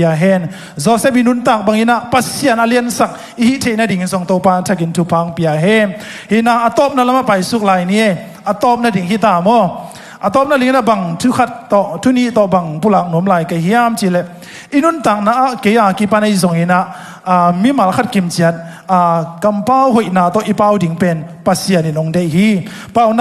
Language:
Tedim Chin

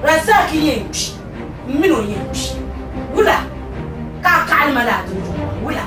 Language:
Dagbani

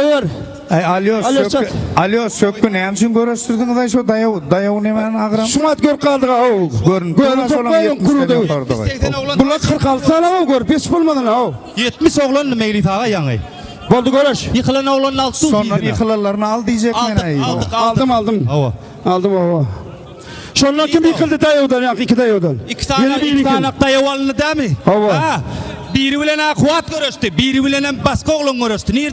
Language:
Turkmen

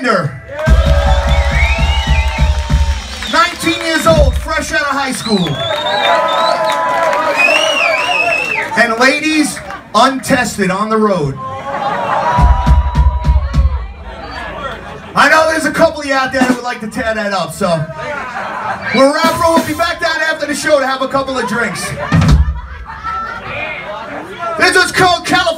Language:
English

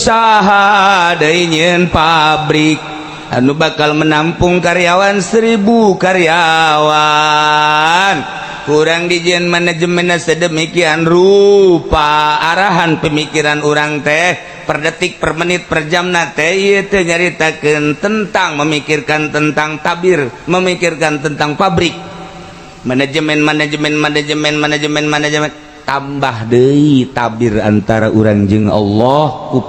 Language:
Sundanese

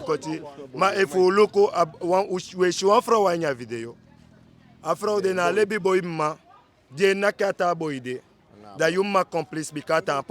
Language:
Eastern Maroon Creole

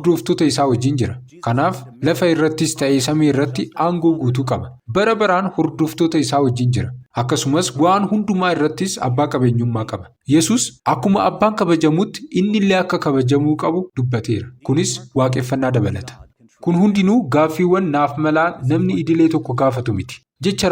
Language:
Oromo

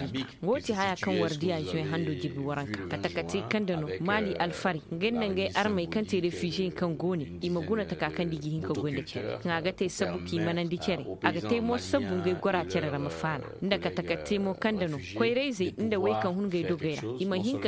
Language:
Zarma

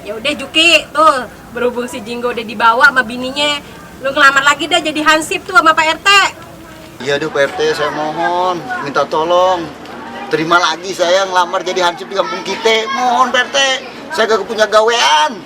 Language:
Betawi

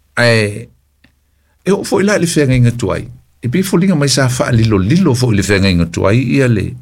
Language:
Samoan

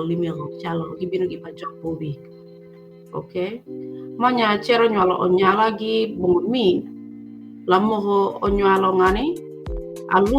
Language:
Acoli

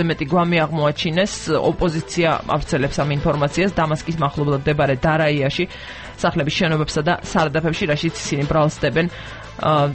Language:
Georgian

